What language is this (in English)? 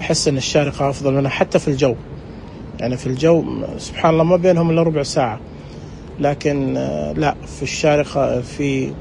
Najdi Arabic